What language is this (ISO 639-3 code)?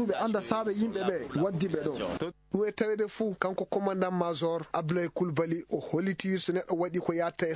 ful